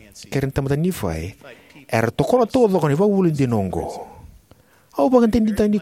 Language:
Fijian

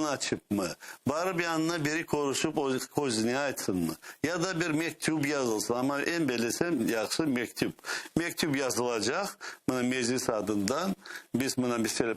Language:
Crimean Tatar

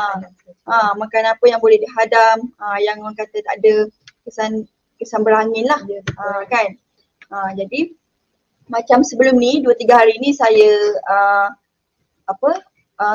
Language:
Malay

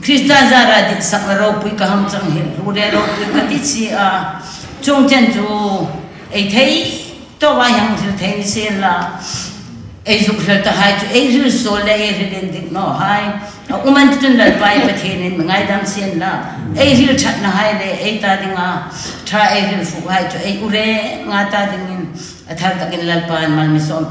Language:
Hmar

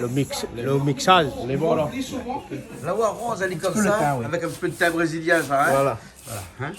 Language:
Réunion Creole French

